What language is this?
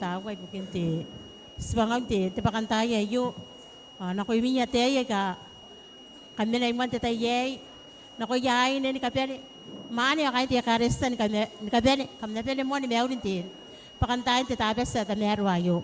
Gilbertese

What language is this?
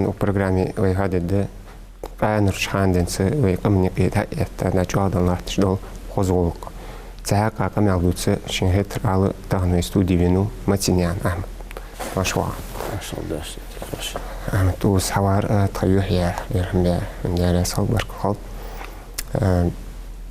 Ingush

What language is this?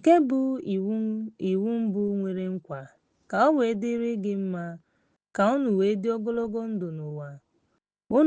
Igbo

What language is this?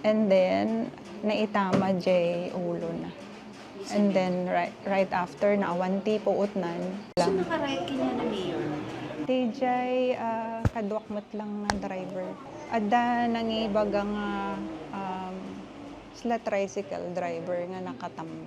Iloko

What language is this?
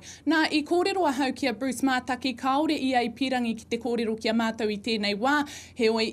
Māori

